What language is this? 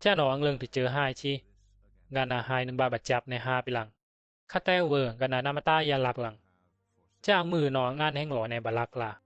Bisu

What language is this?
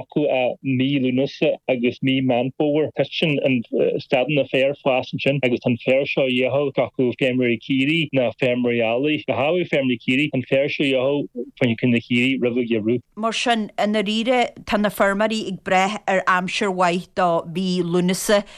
Irish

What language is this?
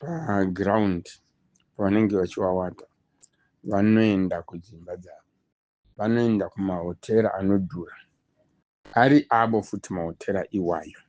Shona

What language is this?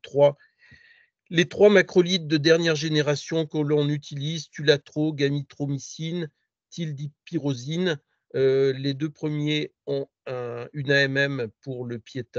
French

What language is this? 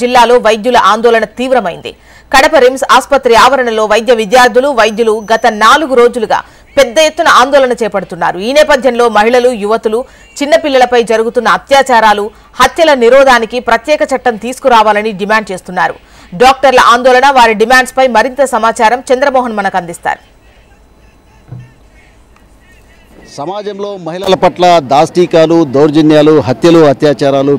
Telugu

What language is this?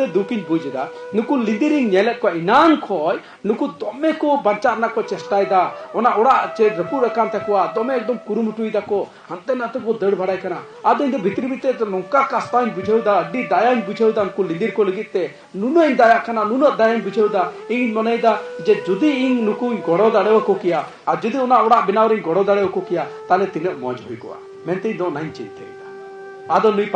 Santali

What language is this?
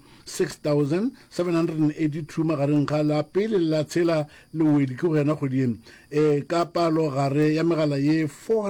Northern Sotho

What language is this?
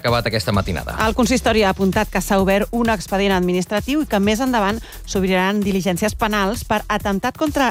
Catalan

